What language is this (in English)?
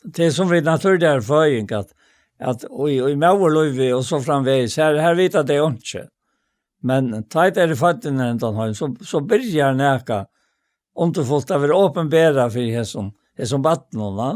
Faroese